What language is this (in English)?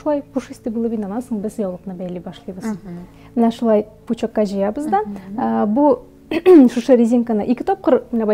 Tatar